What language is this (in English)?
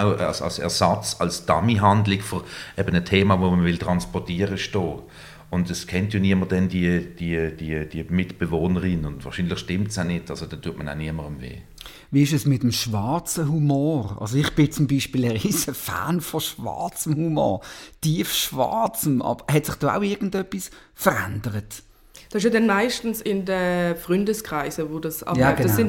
German